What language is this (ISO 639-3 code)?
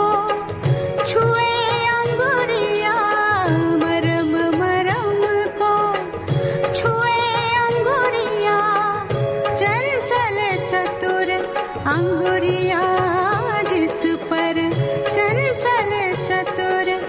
bho